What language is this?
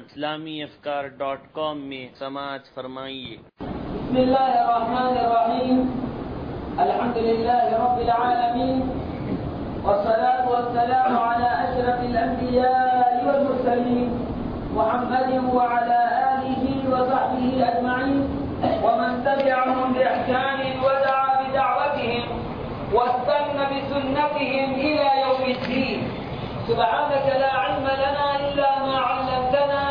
Urdu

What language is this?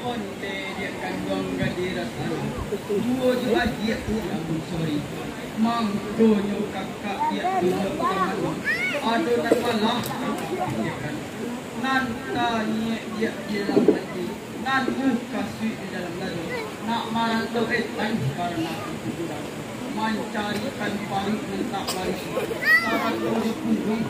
Minangkabau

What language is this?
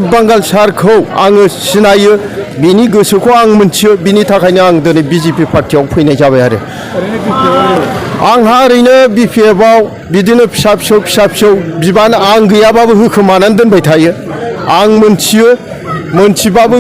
Bodo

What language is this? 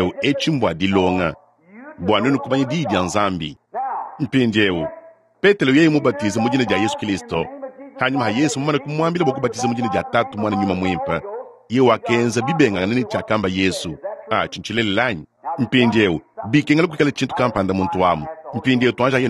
Luba-Lulua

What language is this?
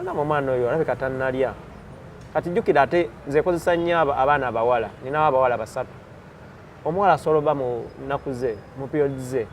Ganda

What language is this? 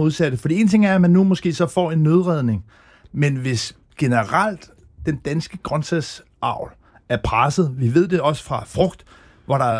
Danish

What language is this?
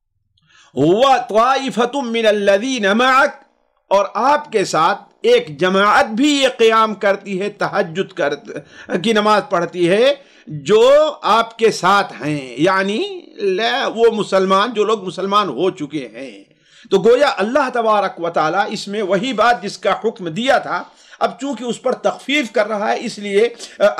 Urdu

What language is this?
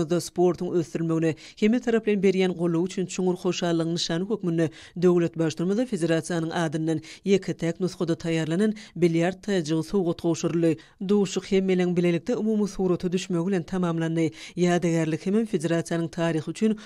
Turkmen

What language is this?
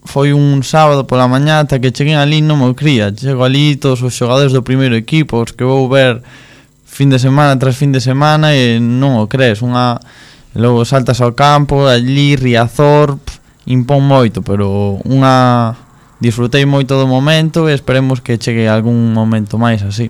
Galician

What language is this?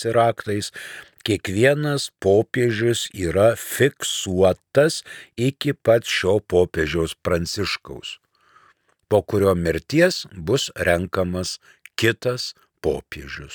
Lithuanian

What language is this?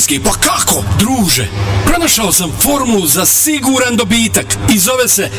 Bosnian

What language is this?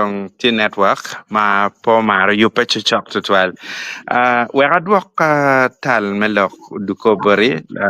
Acoli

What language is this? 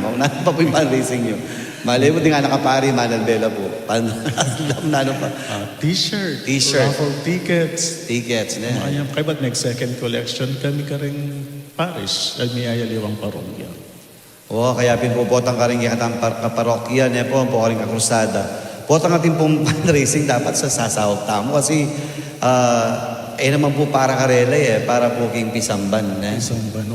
Pampanga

